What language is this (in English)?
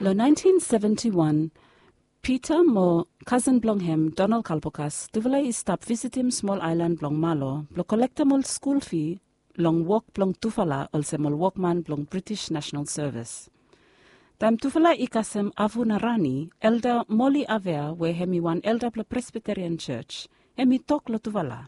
Bislama